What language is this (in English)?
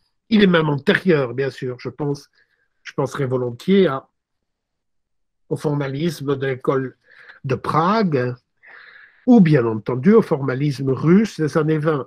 French